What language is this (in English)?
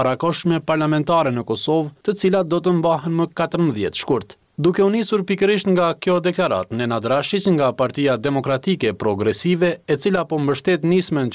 Albanian